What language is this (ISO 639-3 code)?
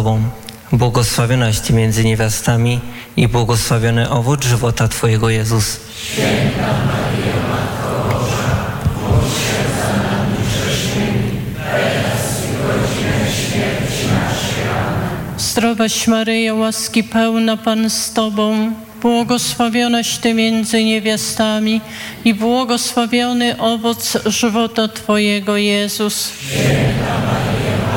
pol